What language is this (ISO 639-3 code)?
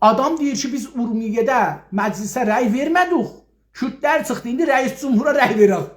azb